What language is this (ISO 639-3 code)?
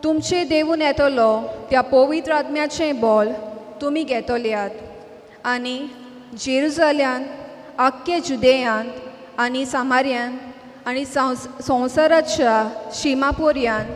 kok